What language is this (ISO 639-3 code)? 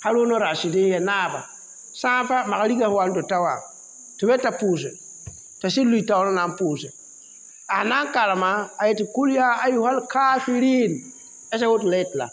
mos